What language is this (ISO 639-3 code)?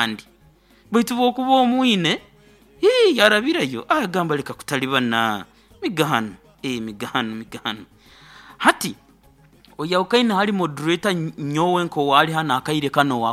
nyo